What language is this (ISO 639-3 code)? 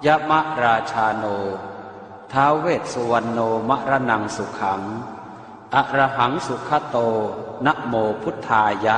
pli